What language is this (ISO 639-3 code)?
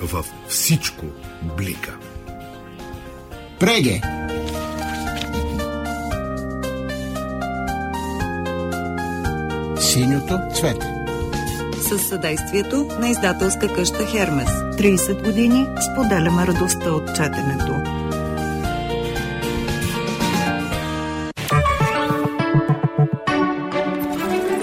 bul